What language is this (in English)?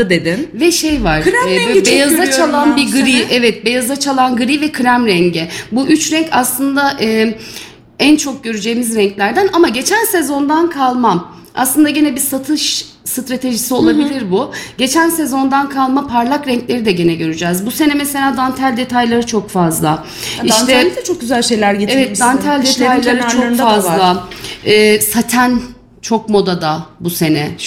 Turkish